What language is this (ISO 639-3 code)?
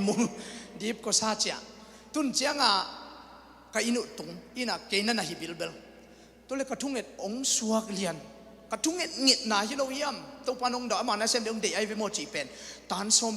ctd